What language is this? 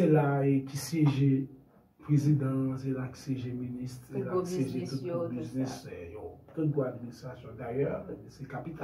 Haitian Creole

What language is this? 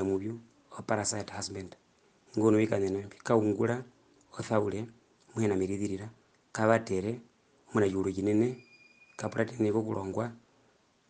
Herero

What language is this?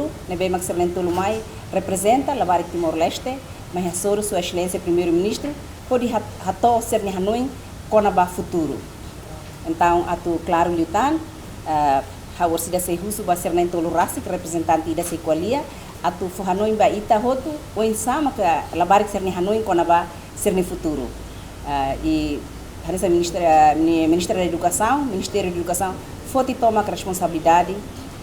Tetum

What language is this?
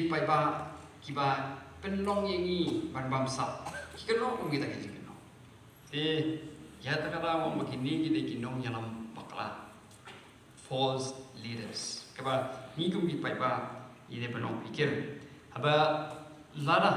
Khasi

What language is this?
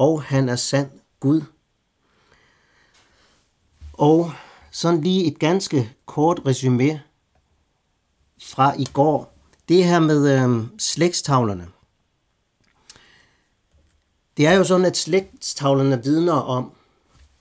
Danish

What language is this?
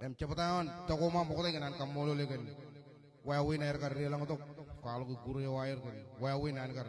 Marshallese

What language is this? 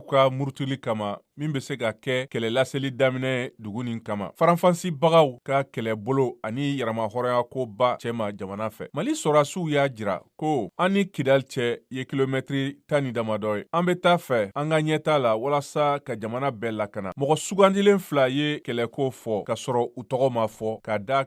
Bambara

